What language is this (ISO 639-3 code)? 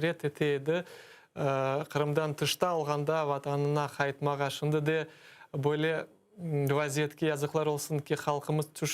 crh